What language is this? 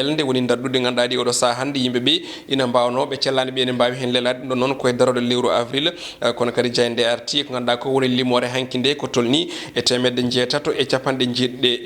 Fula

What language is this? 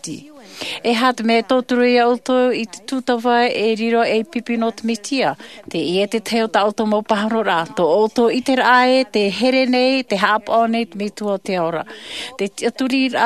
Tahitian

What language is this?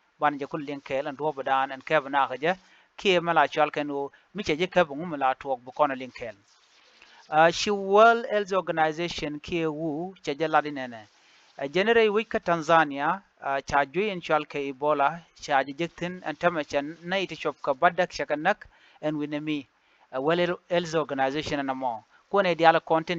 Nuer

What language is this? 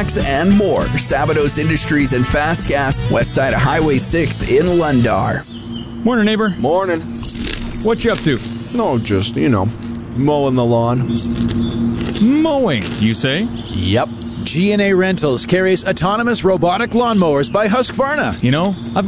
English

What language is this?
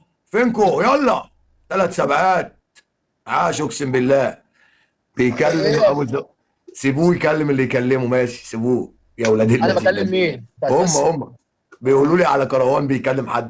Egyptian Arabic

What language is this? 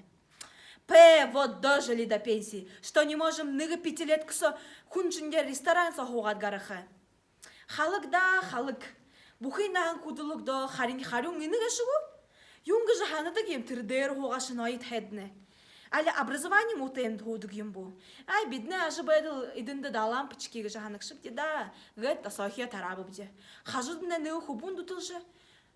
Buriat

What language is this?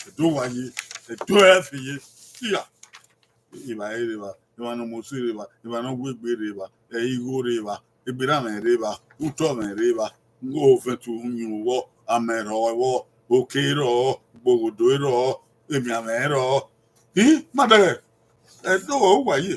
Bini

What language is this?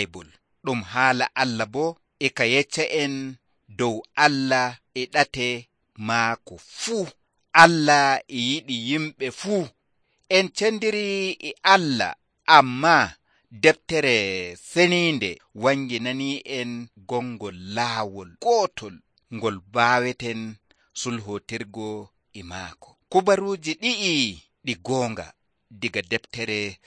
Nigerian Fulfulde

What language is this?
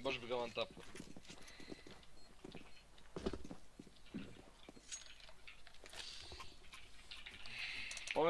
Croatian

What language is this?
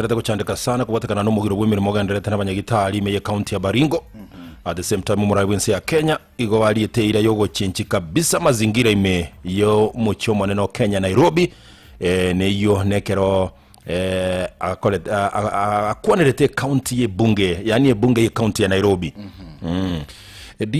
Gusii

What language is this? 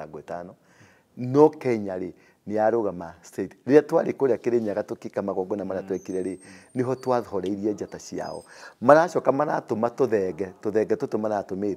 Kikuyu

